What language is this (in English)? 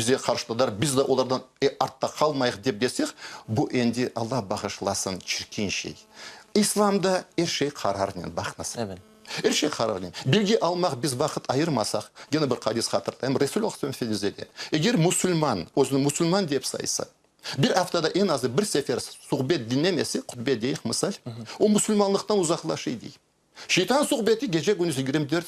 Crimean Tatar